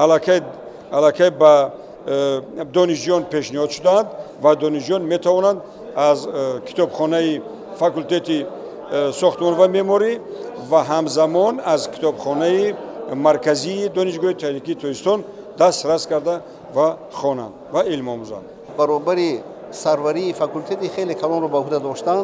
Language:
Tajik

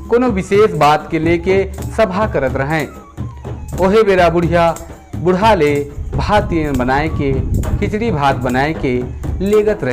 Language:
Sadri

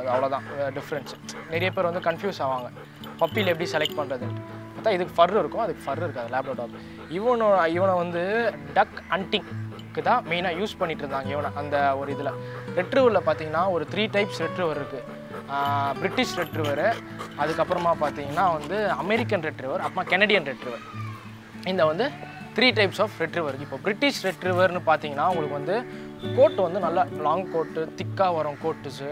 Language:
Tamil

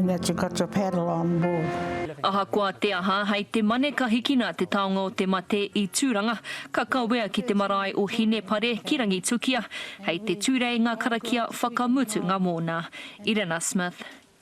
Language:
Māori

